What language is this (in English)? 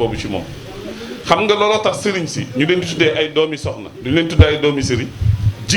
Wolof